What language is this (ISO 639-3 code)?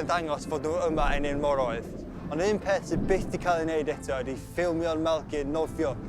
cym